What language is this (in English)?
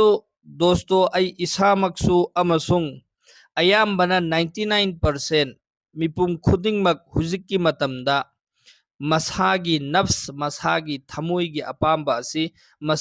Manipuri